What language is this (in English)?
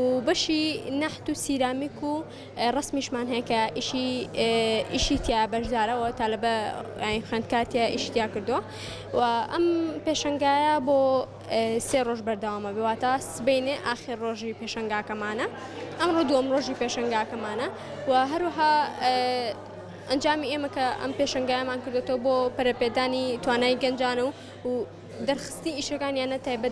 Central Kurdish